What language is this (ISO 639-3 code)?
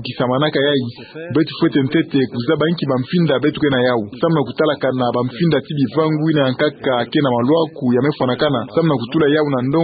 ktu